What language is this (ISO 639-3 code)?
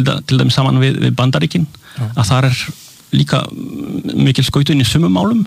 isl